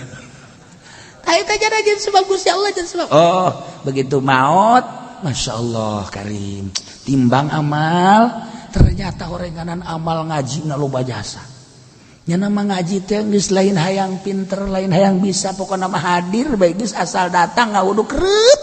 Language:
Sundanese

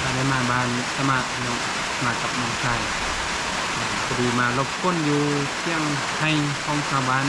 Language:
Northeastern Thai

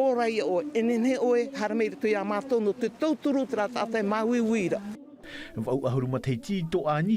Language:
Tahitian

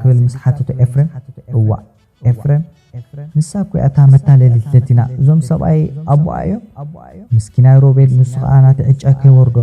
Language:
Tigrinya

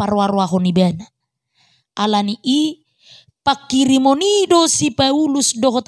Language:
Batak Toba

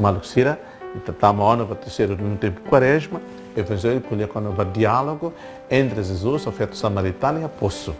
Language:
Tetum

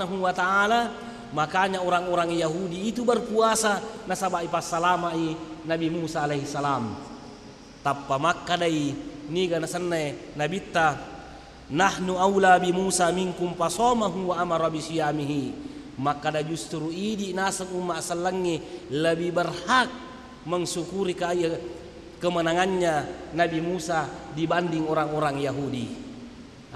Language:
Buginese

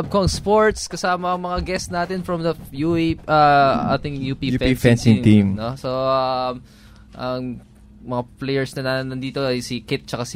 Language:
Filipino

